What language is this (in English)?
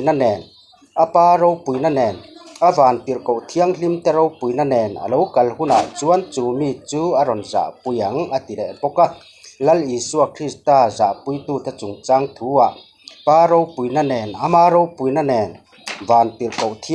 Mizo